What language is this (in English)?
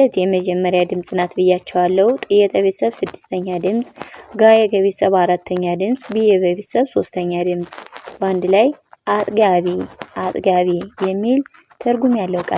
Amharic